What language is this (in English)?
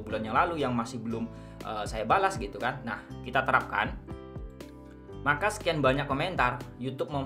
Indonesian